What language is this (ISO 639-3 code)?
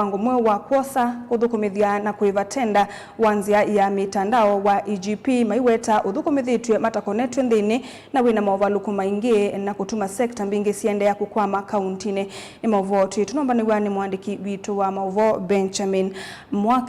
kam